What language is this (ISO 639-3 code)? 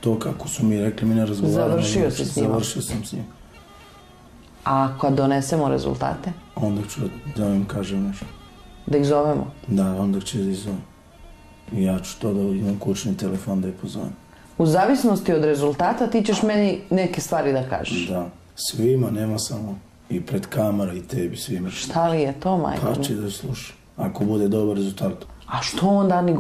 srp